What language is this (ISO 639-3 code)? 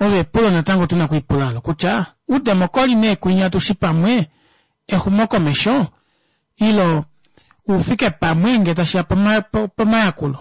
kua